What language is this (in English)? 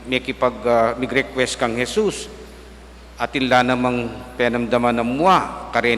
Pampanga